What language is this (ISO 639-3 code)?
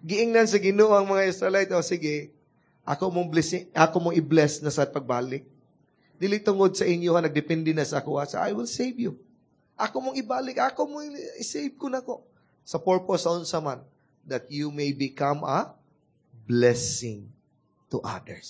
ceb